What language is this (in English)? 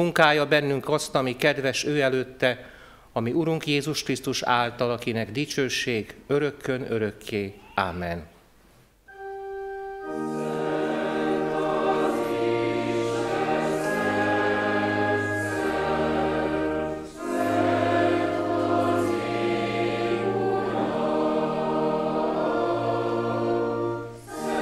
Hungarian